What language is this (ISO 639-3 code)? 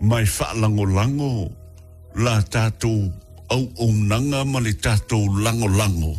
smo